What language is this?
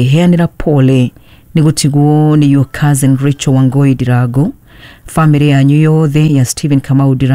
Kikuyu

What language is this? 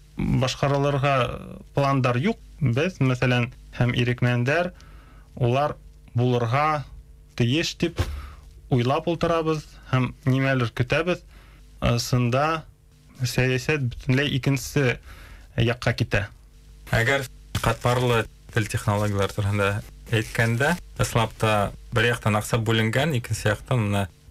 Bashkir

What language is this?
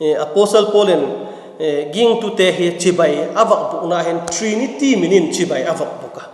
Vaiphei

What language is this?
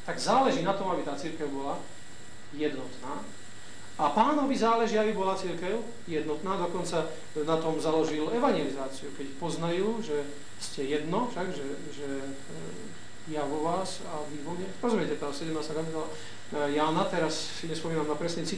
Slovak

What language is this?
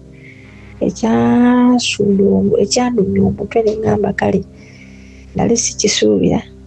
Ganda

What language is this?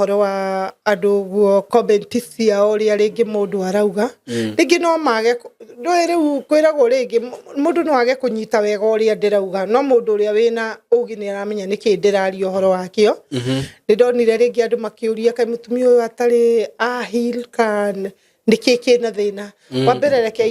Kikuyu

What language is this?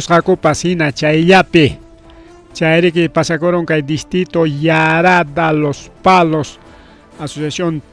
Ayacucho Quechua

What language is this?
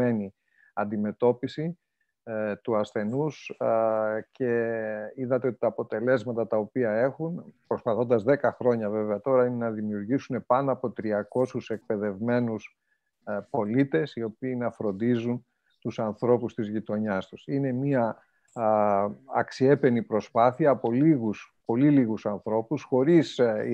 Greek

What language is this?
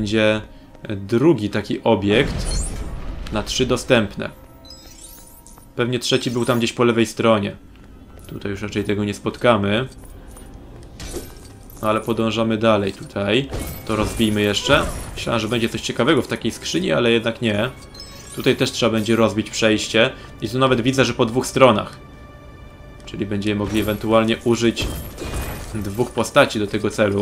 Polish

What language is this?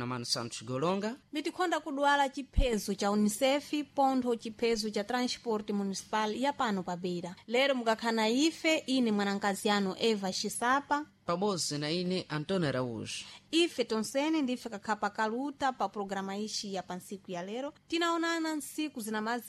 Sena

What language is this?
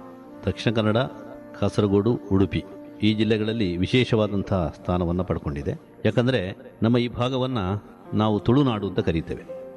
Kannada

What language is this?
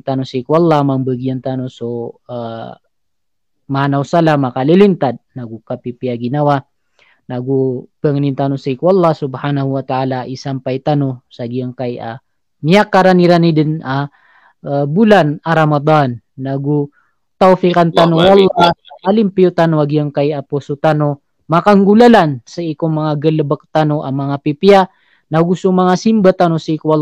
Maranao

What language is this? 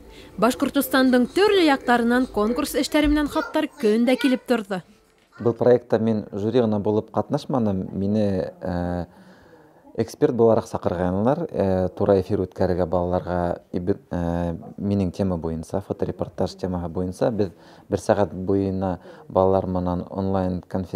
Bashkir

